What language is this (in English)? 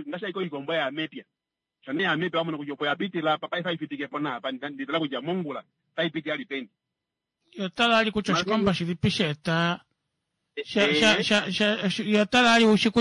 Kuanyama